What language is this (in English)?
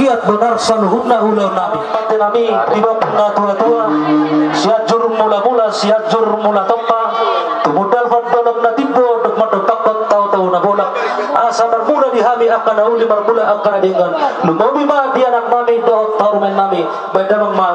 Batak Toba